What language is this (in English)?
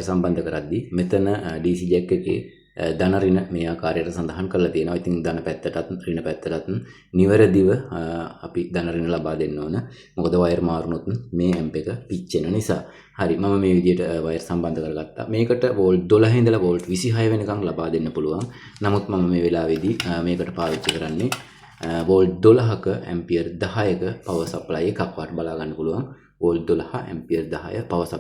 Sinhala